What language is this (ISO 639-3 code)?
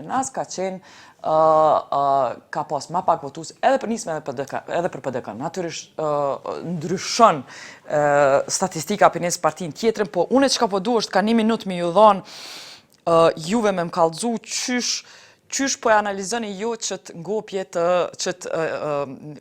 sqi